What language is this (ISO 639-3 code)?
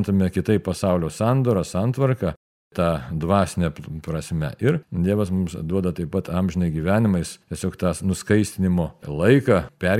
lit